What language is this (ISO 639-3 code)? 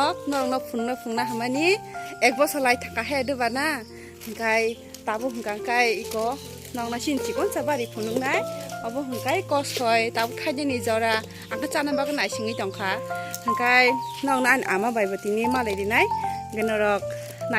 trp